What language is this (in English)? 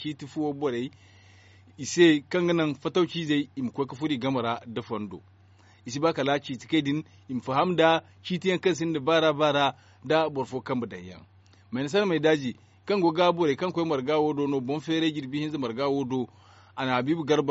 Zarma